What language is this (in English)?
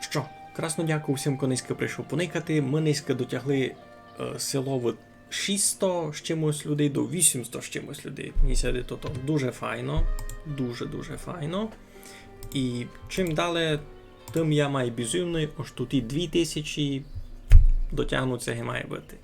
Rusyn